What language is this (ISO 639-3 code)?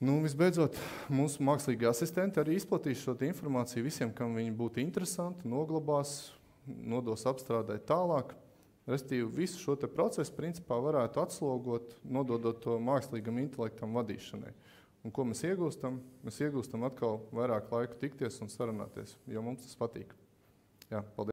lav